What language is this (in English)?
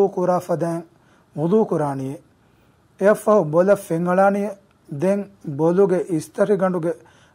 Divehi